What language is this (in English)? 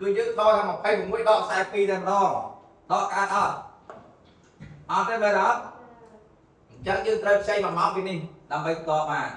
Khmer